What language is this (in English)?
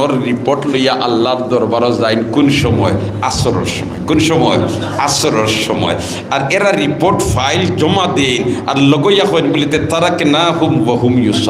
Sylheti